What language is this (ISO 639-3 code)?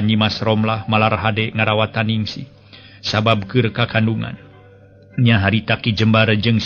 sun